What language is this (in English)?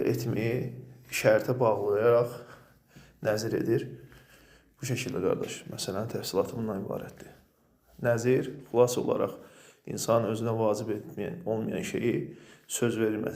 Azerbaijani